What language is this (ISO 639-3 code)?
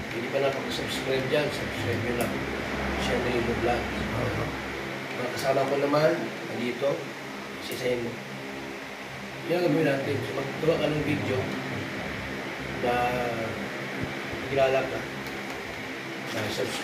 fil